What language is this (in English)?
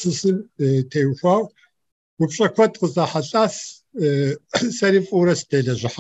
Kabardian